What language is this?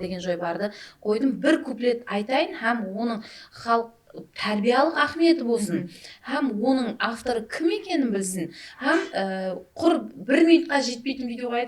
Kara-Kalpak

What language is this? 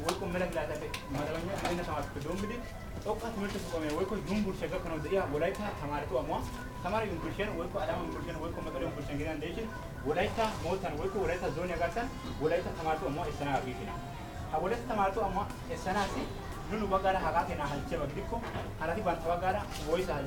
Wolaytta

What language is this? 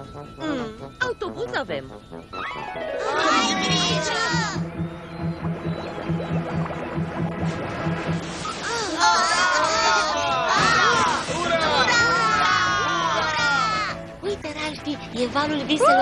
Romanian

